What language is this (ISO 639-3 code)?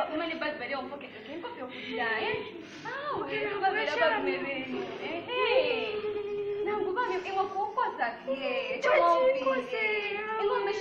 bem